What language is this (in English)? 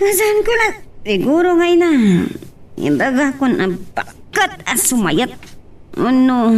Iloko